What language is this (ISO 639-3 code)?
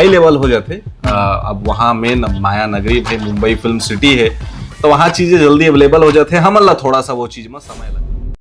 hne